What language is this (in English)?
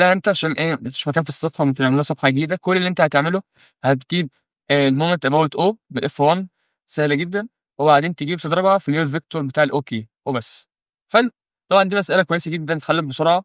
Egyptian Arabic